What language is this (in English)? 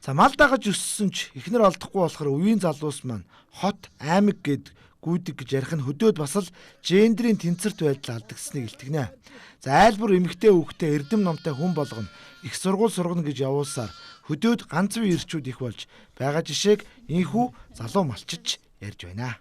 Mongolian